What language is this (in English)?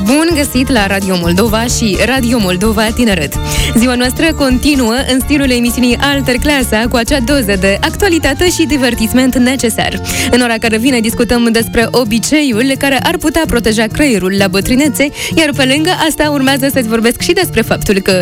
Romanian